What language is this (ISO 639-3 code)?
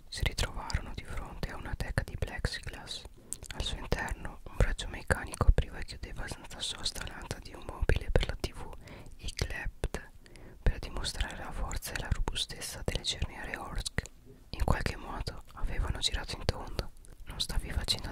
ita